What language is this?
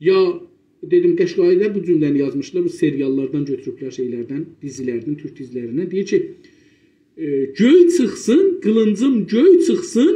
South Azerbaijani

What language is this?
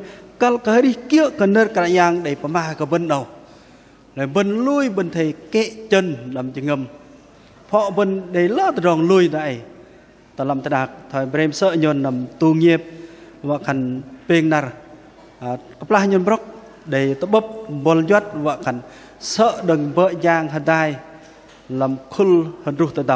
Bahnar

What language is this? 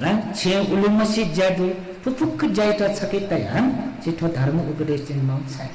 Newari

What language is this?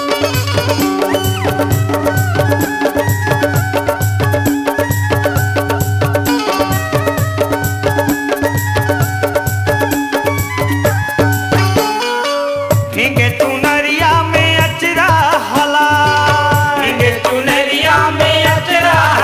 Chhattisgarhi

